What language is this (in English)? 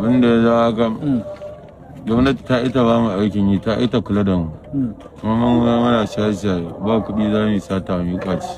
Hausa